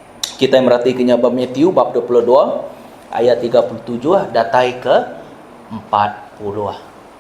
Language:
Iban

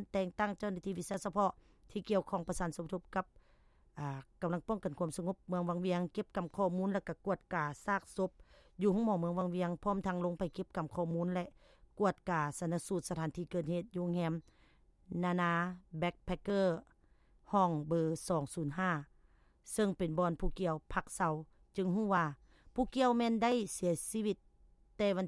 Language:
Lao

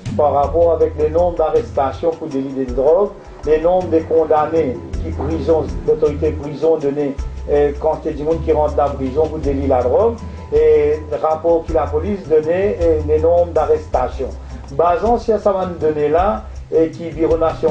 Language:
Morisyen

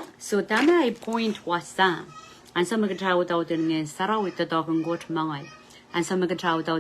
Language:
Pohnpeian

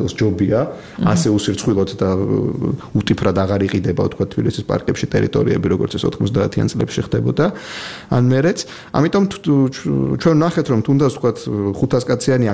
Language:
Georgian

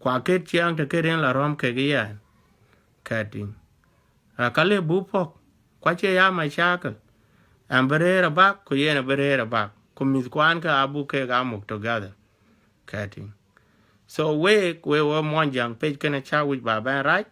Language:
Dinka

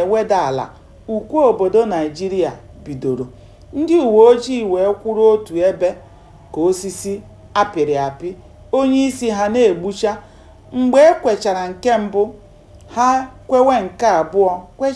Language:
Igbo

